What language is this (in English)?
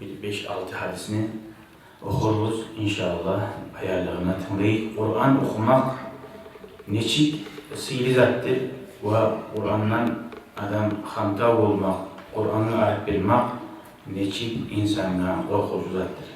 Kumyk